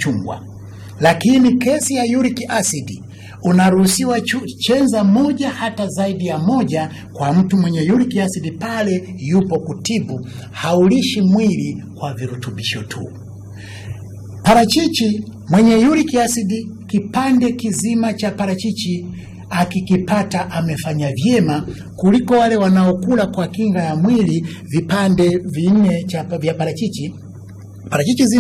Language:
Swahili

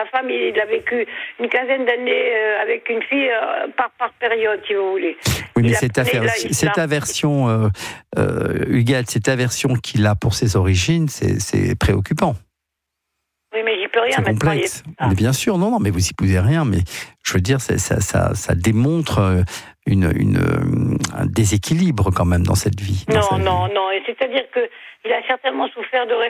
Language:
French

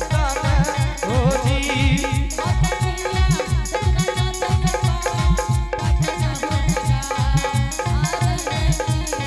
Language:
Angika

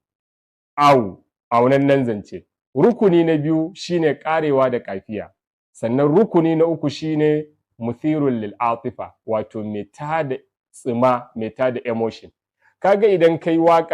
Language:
Hausa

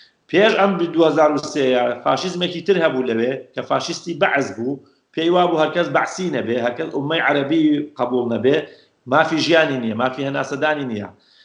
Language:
Central Kurdish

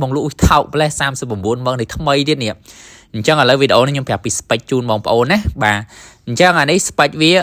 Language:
Khmer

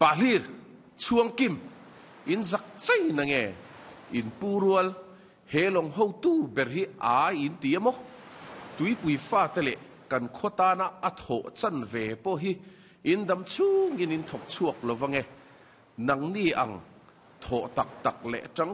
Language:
Mizo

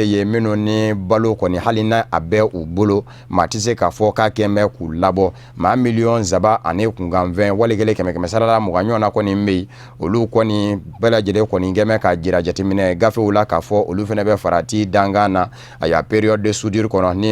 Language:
Bambara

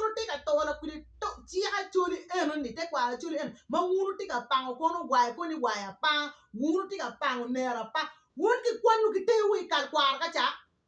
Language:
Acoli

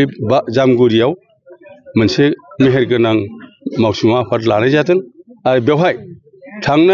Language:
Bodo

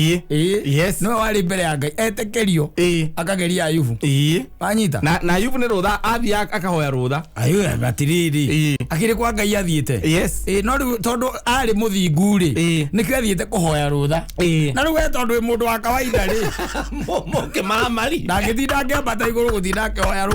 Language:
Kikuyu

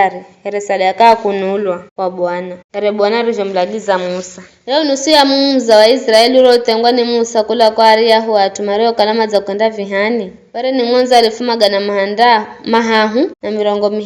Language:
Giryama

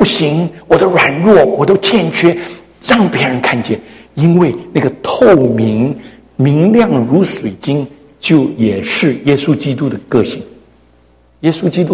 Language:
Chinese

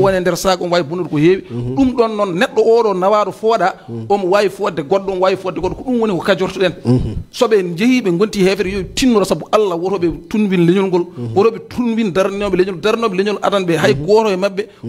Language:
Fula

